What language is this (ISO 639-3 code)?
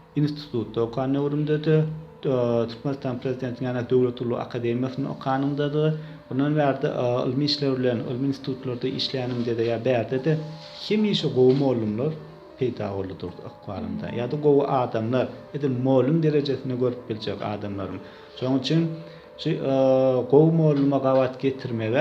tuk